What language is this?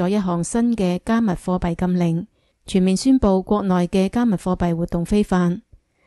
Cantonese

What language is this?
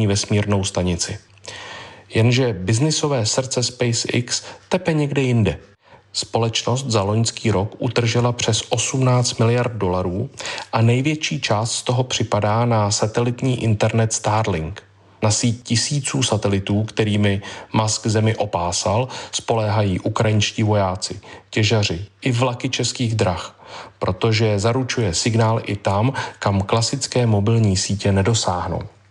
Czech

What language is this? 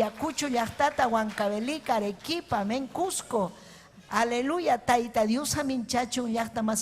Ayacucho Quechua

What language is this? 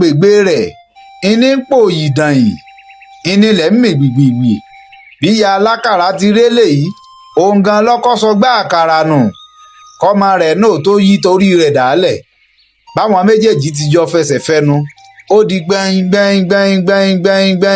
Yoruba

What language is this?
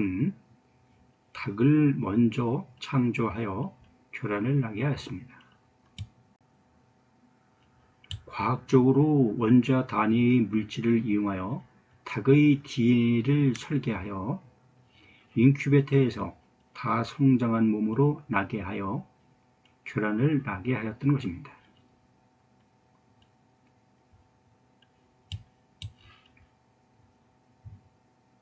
Korean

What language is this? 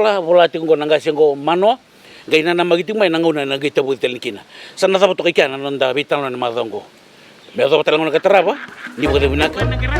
Fijian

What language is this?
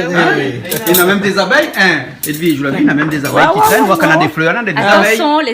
Réunion Creole French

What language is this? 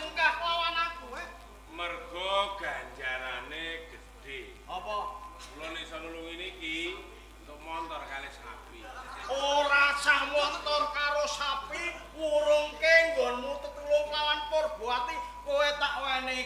Javanese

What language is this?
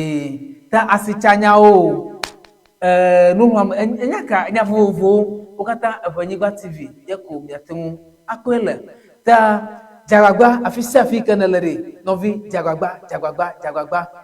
Ewe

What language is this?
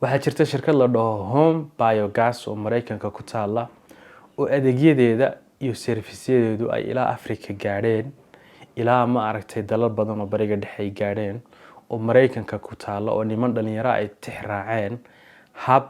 Somali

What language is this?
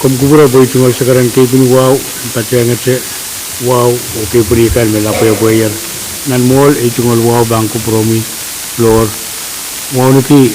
Pohnpeian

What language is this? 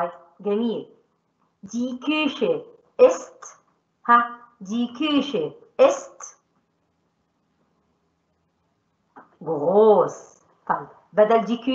Egyptian Arabic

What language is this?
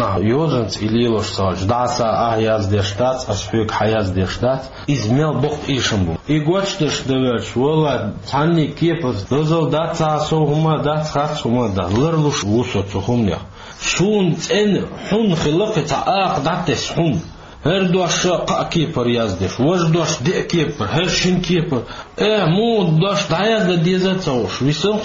Chechen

